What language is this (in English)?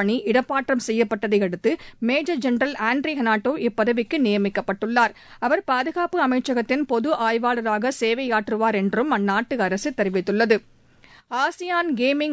Tamil